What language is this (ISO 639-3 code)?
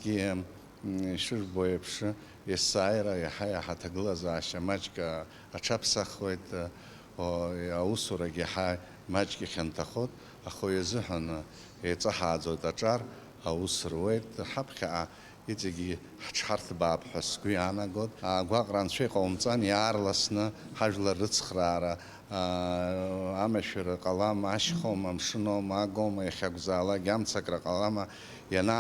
abk